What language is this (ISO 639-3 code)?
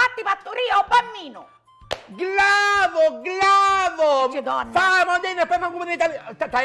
scn